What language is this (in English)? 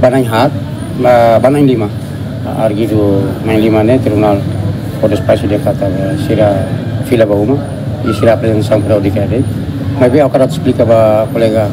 Tetum